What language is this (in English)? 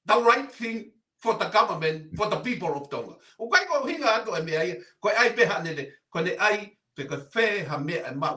Tongan